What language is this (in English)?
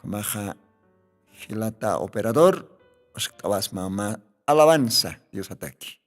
Aymara